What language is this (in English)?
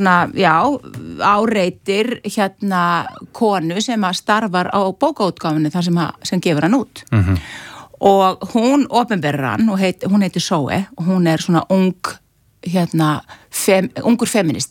Icelandic